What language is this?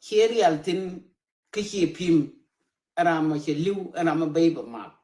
Nuer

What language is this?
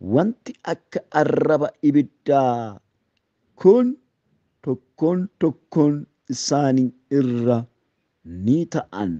Oromo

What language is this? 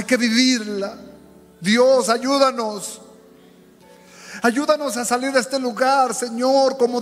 Spanish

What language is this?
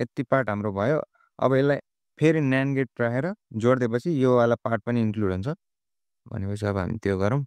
Nepali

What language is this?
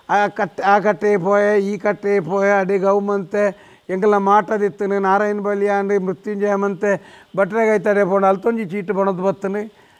Tulu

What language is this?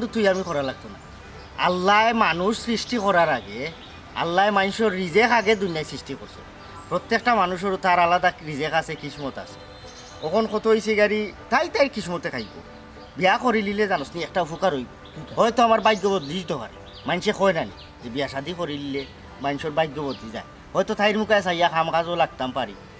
Sylheti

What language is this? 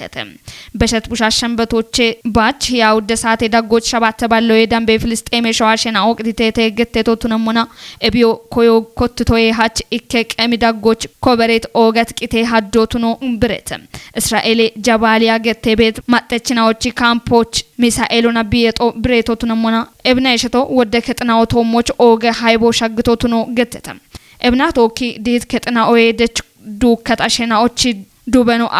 Kafa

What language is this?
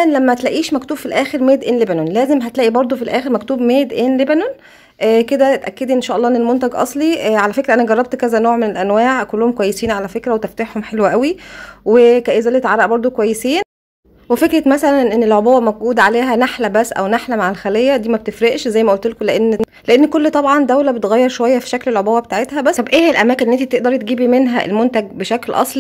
Egyptian Arabic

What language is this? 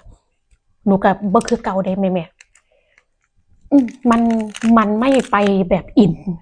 Northeastern Thai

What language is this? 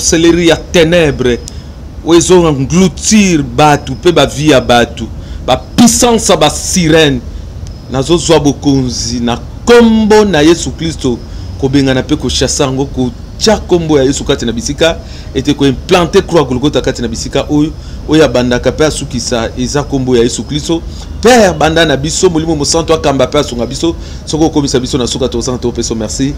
Lingala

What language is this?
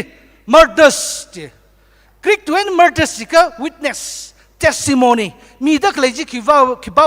Tangkhul Naga (India)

